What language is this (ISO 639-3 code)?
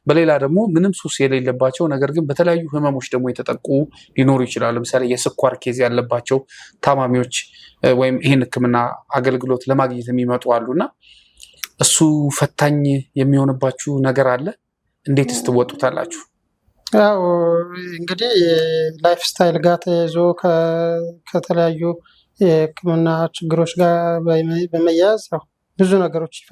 amh